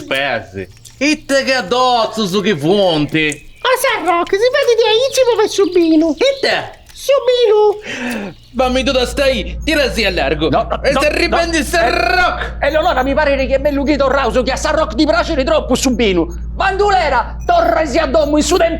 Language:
Sardinian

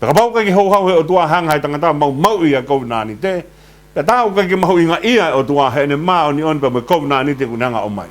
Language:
Tongan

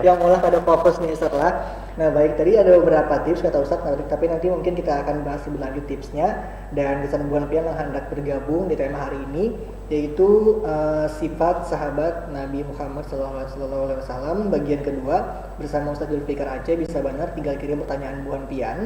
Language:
Banjar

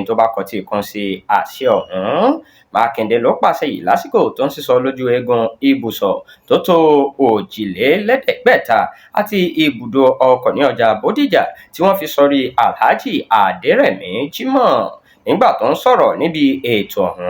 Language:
Yoruba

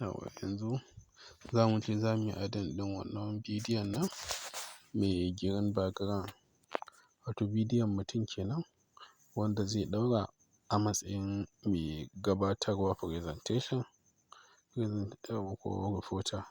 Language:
Hausa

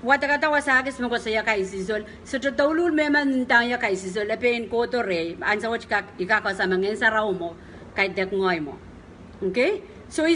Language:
Pohnpeian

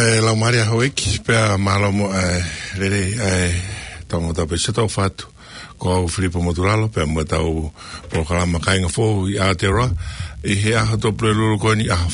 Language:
Tongan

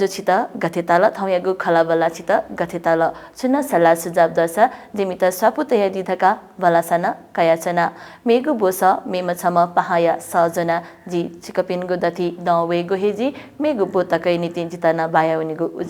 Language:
Newari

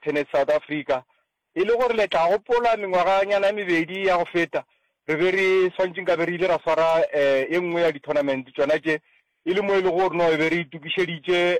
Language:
Northern Sotho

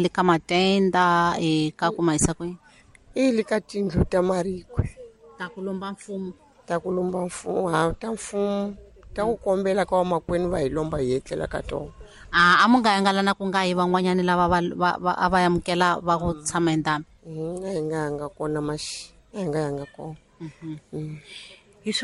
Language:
Tsonga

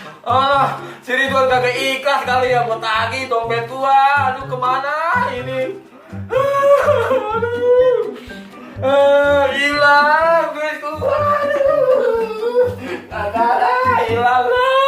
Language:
Betawi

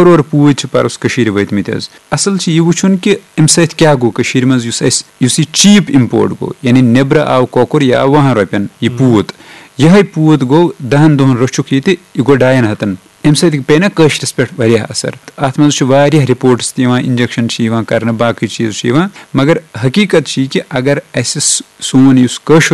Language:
Kashmiri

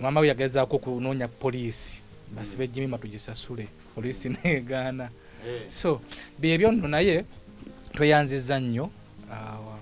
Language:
Ganda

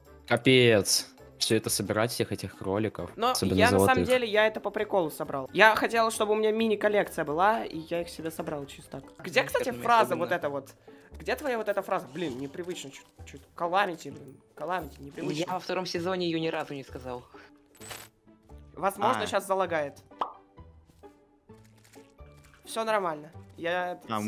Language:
Russian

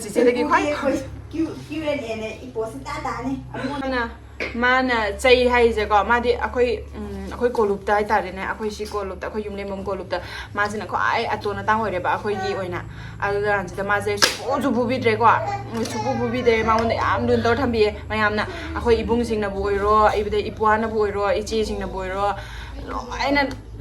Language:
Manipuri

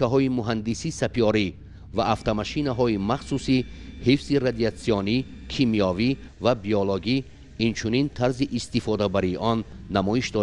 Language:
Tajik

